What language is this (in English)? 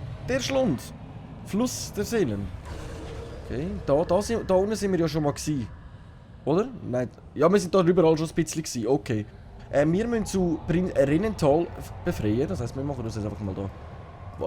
Swiss German